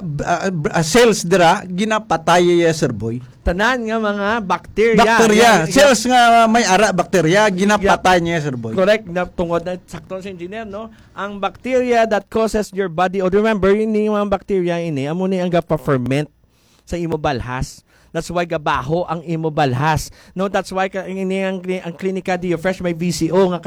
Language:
Hiligaynon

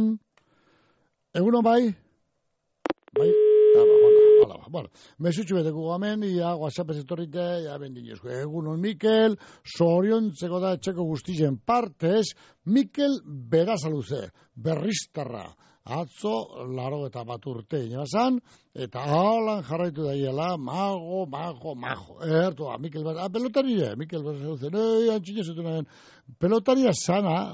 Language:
Basque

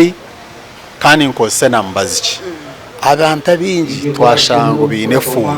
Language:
Nyankole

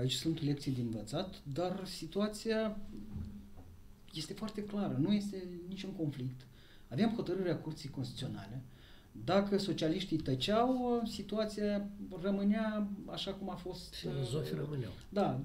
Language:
Romanian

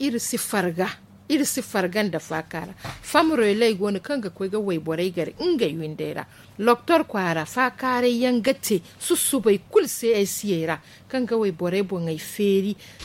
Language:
Zarma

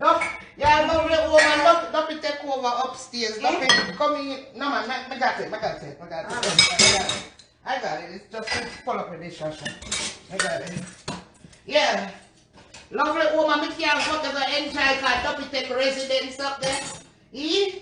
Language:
Jamaican Creole English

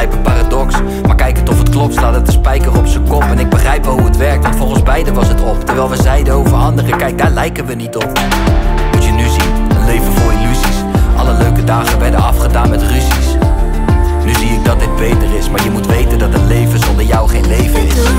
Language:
Dutch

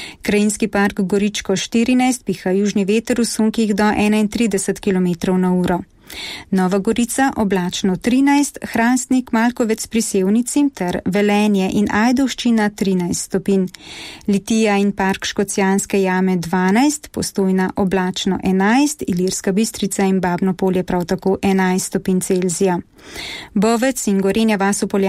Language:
Slovenian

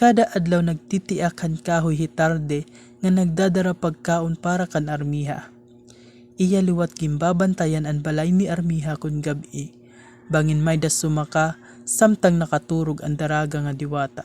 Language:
Waray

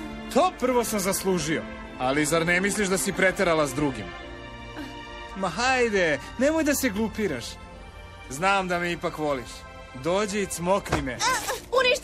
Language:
Serbian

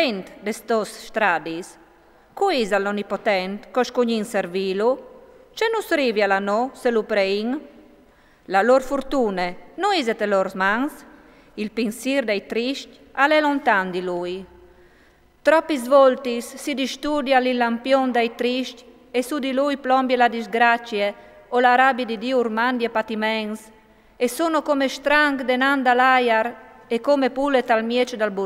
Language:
Friulian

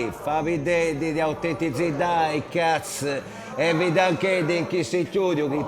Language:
Sardinian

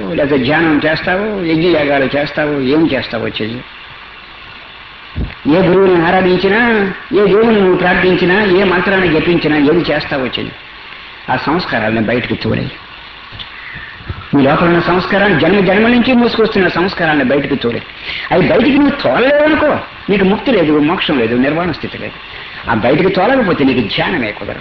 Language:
Telugu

